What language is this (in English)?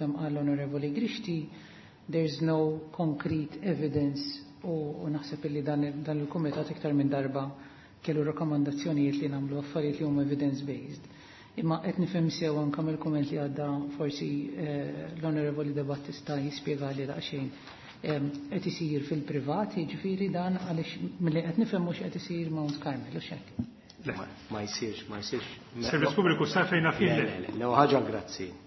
Maltese